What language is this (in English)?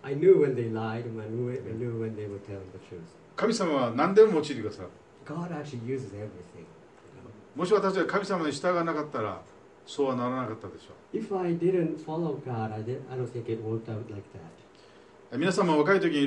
Japanese